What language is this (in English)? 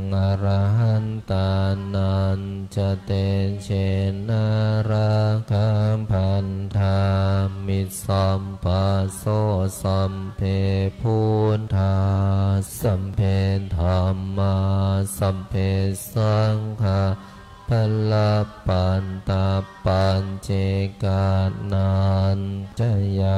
Pali